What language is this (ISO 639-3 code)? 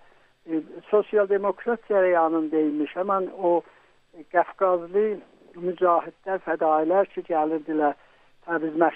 azb